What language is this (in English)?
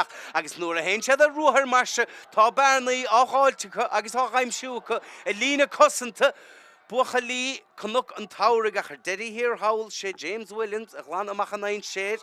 Irish